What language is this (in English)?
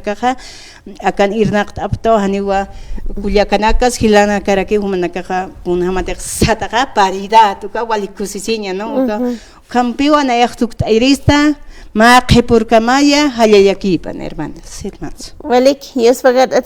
Aymara